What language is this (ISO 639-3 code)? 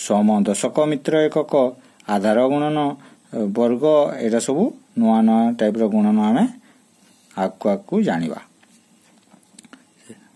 ori